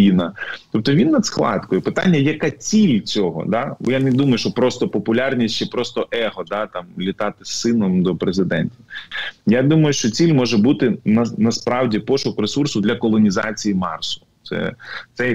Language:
Ukrainian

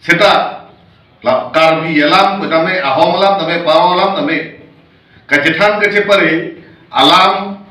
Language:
Karbi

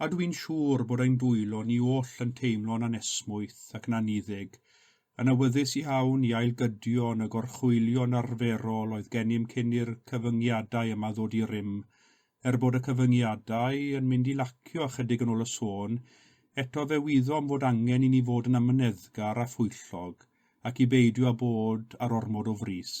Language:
Welsh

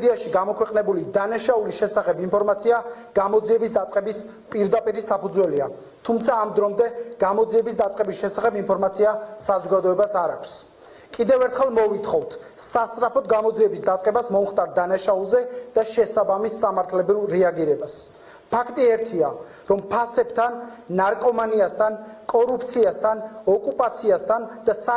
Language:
Georgian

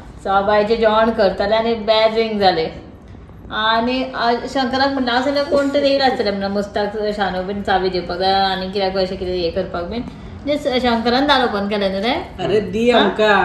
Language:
Konkani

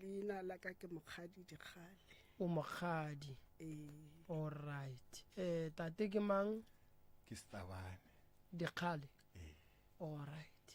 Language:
Northern Sotho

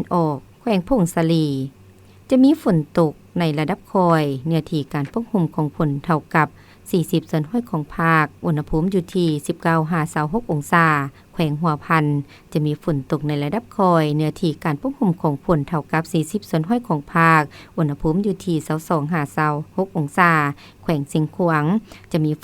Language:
Lao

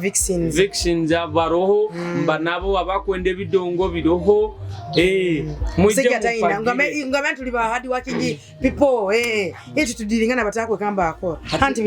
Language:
Nyoro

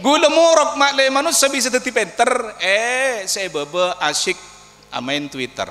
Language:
Madurese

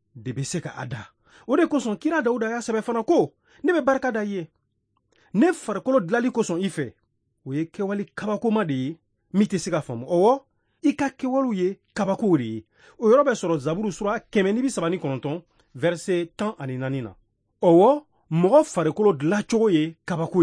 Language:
Bambara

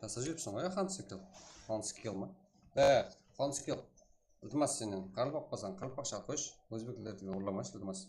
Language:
Kara-Kalpak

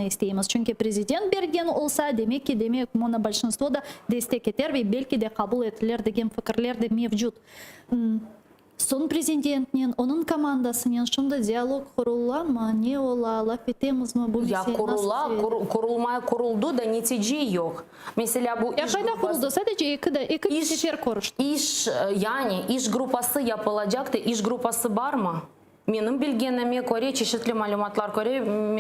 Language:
Crimean Tatar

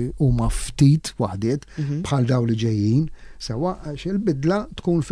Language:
Maltese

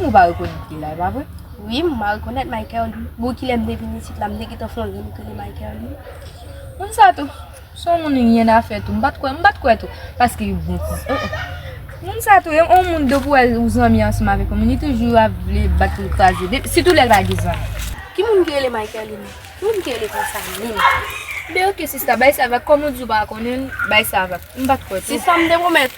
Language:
Haitian Creole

